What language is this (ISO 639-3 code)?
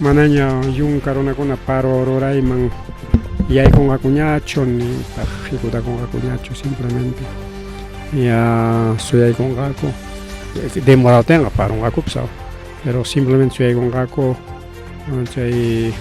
quy